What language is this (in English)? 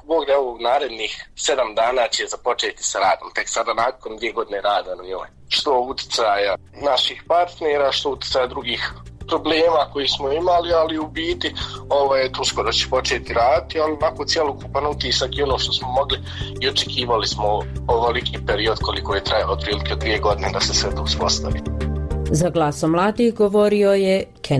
Bosnian